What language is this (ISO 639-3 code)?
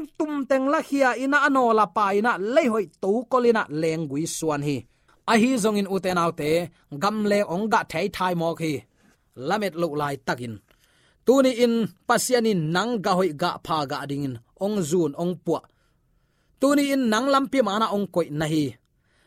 ctd